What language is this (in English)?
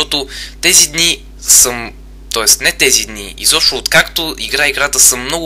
Bulgarian